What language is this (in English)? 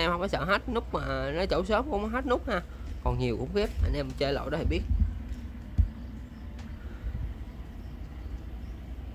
Vietnamese